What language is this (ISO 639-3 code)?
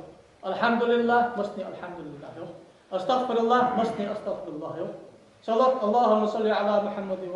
inh